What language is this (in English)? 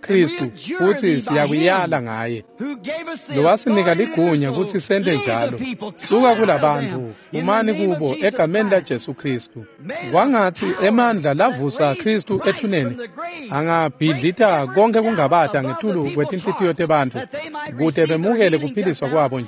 Swati